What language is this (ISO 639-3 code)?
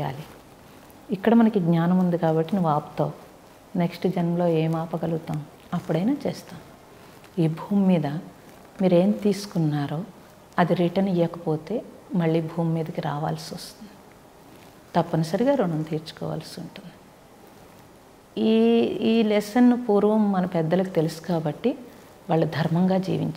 tel